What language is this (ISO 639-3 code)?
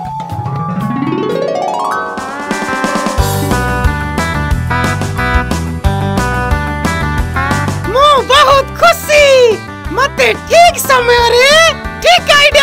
ori